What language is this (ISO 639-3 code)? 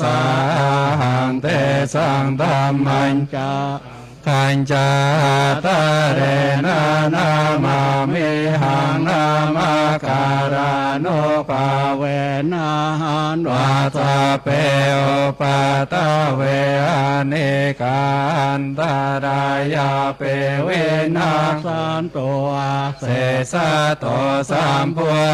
pli